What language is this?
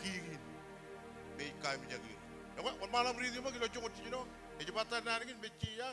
Marshallese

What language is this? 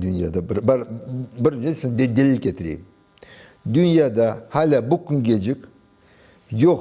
Crimean Tatar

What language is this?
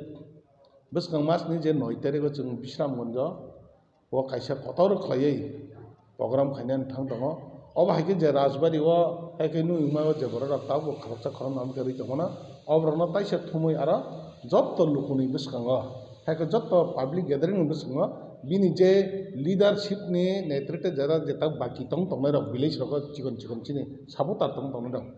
Kok Borok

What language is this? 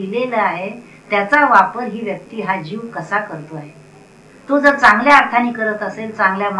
Marathi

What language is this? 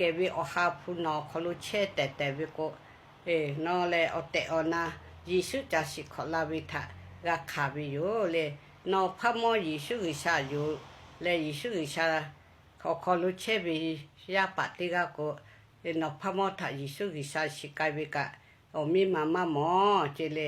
Lahu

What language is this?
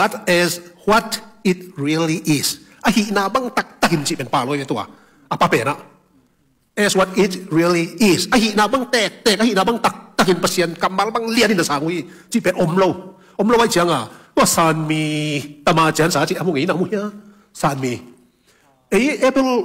Tedim Chin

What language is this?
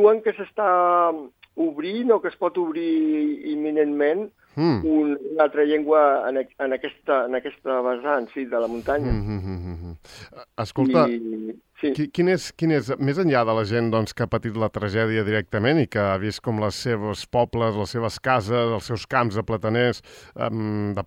Catalan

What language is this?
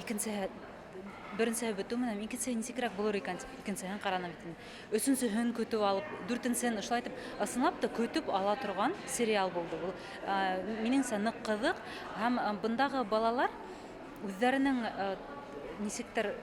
Bashkir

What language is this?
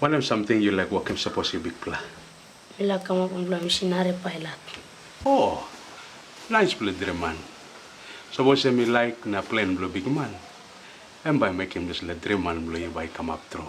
Tok Pisin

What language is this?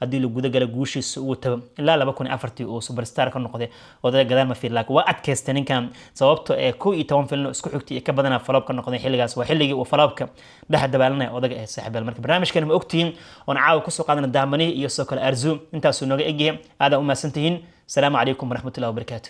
Somali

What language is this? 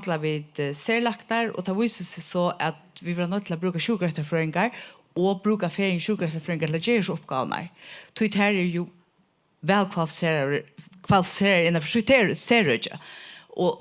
Faroese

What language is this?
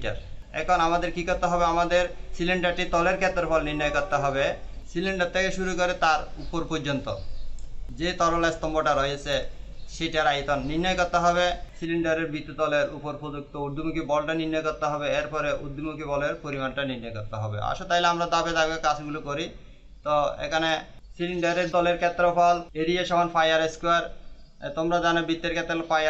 Bangla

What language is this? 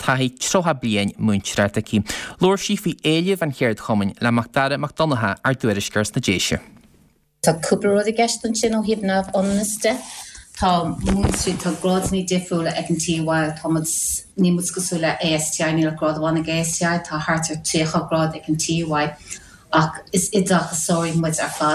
Irish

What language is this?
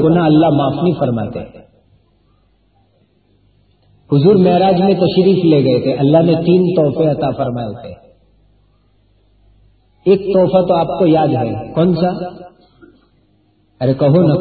Urdu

